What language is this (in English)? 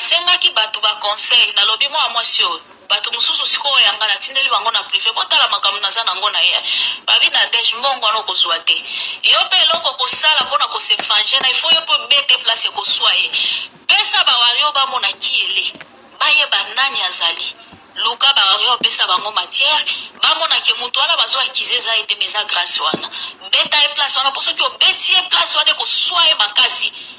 Lingala